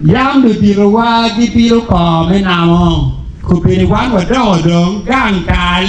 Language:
Acoli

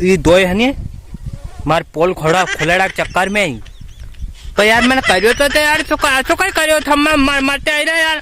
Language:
Rajasthani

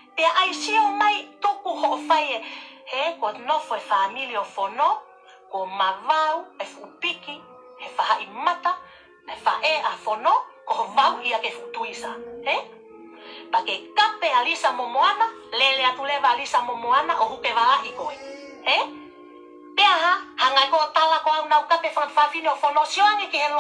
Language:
Tongan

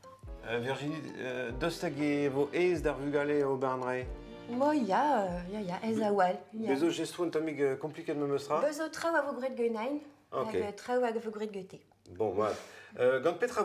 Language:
Breton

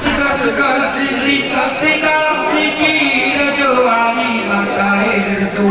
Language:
Gayo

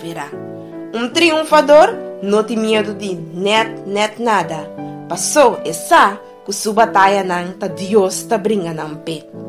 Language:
Papiamento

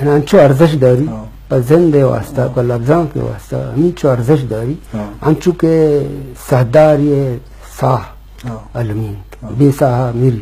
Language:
Eastern Balochi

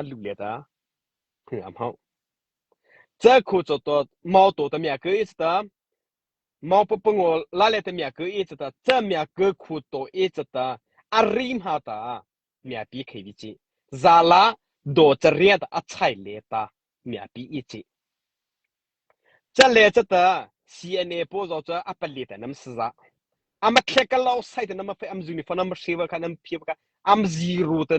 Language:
Mara Chin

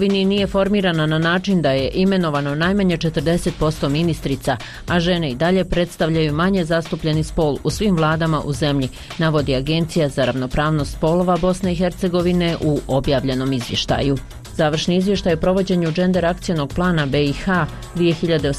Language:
Bosnian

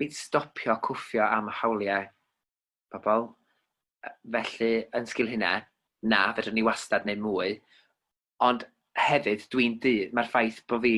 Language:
Welsh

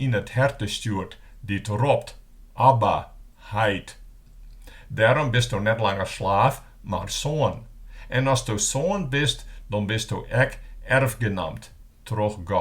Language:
Western Frisian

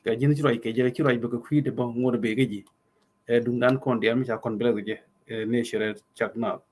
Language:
Nuer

